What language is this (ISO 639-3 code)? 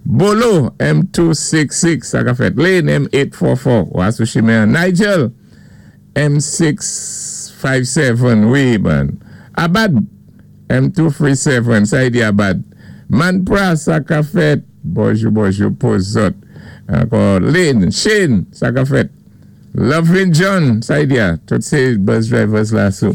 acf